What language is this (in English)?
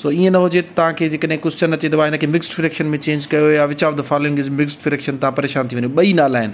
Sindhi